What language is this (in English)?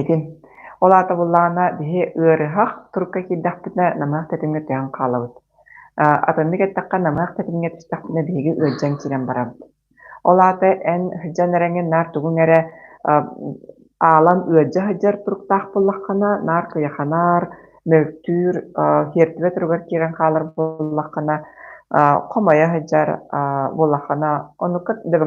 Yakut